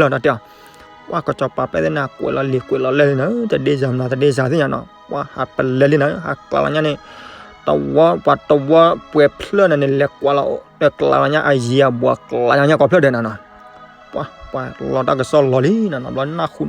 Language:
S'gaw Karen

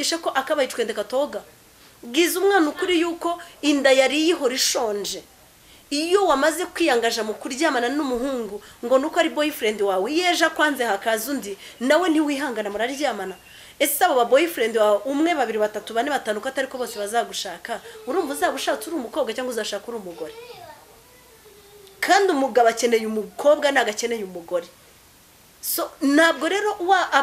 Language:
Kinyarwanda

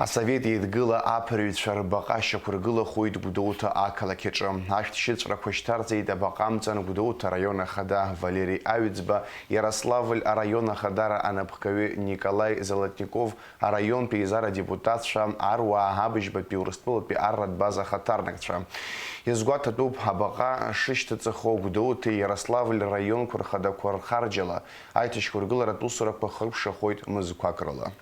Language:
Abkhazian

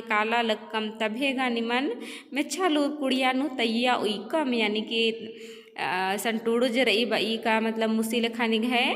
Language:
Kurukh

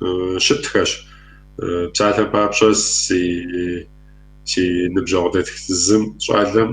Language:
Kabardian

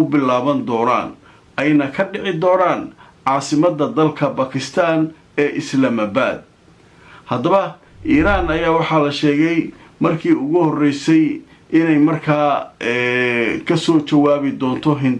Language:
Somali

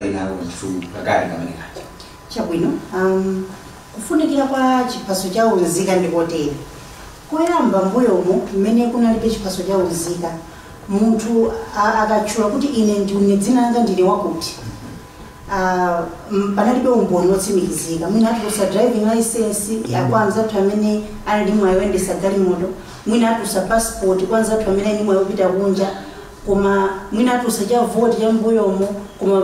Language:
Nyanja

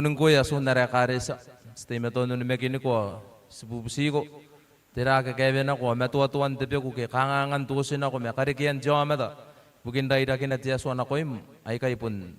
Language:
Gilbertese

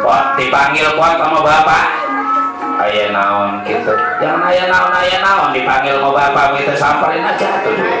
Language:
Betawi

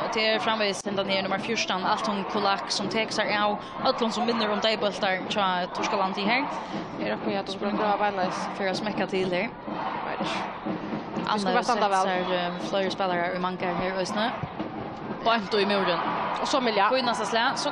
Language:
Faroese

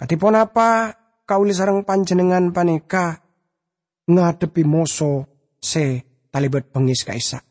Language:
Madurese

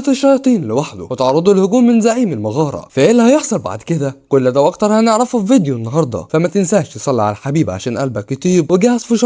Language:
Egyptian Arabic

